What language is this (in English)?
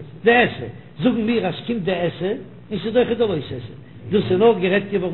Yiddish